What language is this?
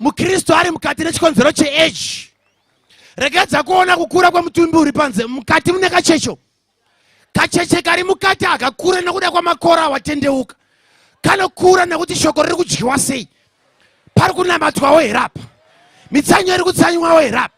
Shona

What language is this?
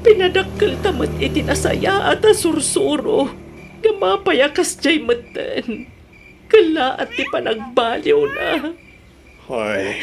Iloko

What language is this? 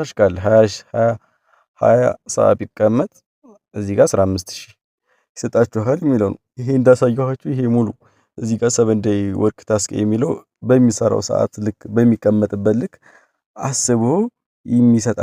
Amharic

